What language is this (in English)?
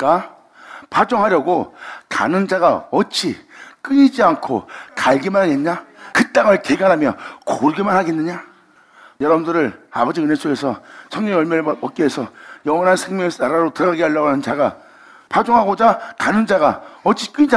Korean